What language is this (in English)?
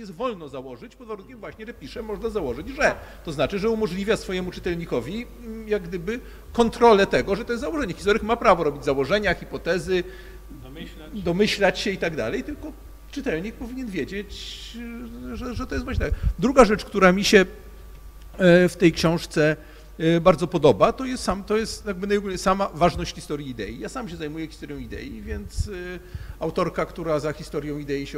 Polish